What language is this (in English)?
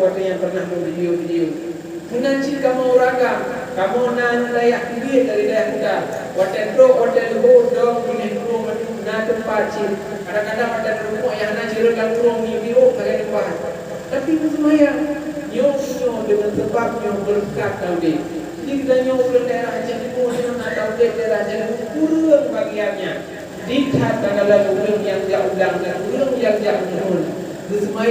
Achinese